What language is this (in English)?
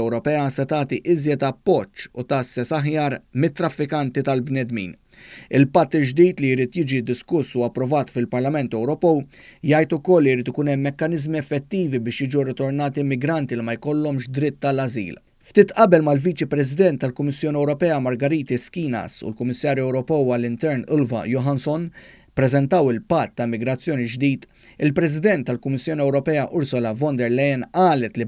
Maltese